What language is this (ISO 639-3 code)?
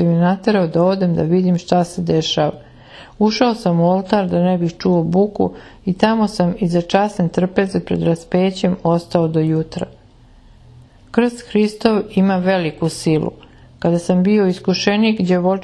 srp